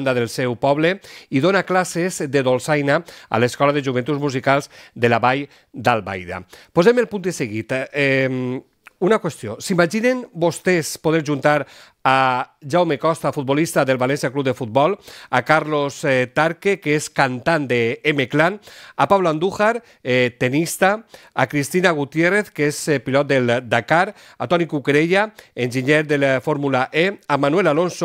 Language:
Catalan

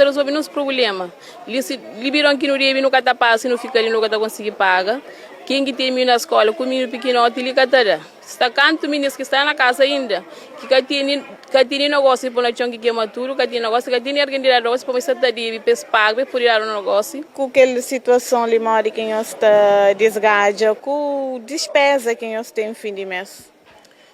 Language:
Kabuverdianu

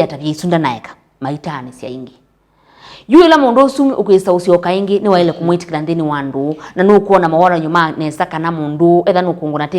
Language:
Kamba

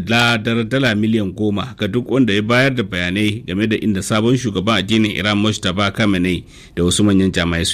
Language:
Hausa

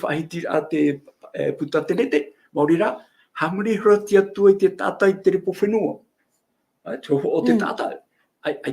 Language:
Tahitian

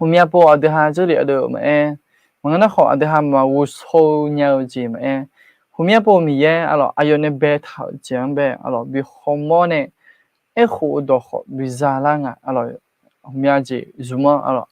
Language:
Akha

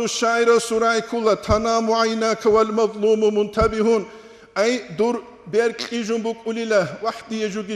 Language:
Avaric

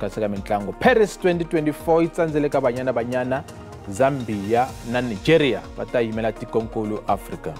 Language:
Tsonga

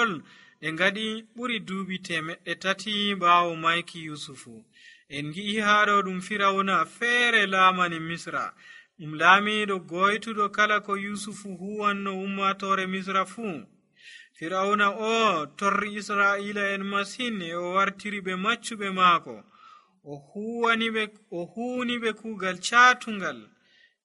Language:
Nigerian Fulfulde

